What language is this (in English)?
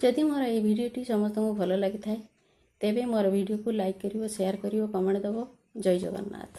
Odia